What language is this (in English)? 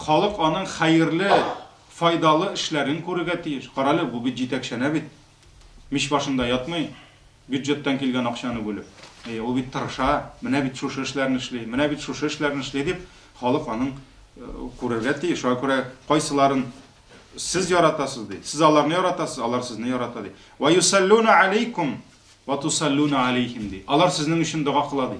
Tatar